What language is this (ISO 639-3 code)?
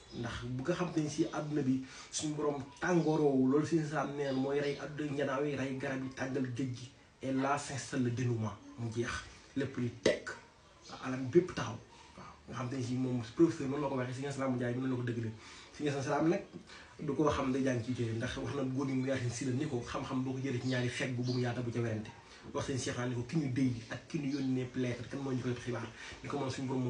wol